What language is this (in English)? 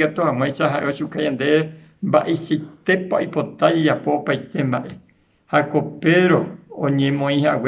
Guarani